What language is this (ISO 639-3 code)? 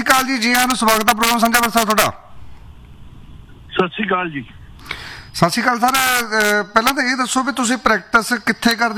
pan